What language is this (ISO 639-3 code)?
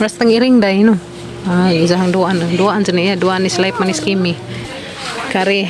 ceb